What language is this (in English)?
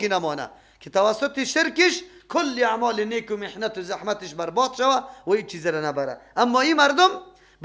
Persian